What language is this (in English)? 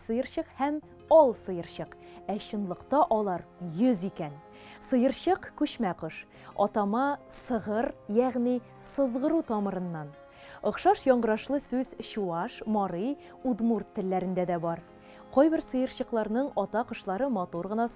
Tatar